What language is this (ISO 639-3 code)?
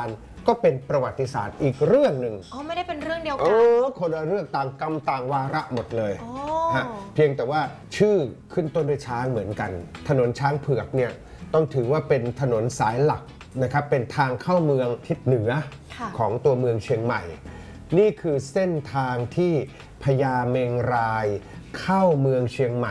tha